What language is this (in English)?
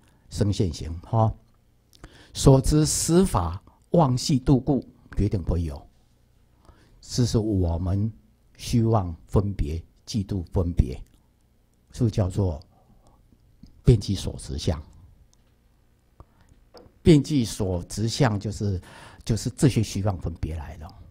Chinese